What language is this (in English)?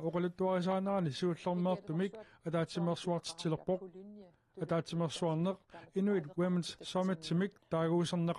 Kalaallisut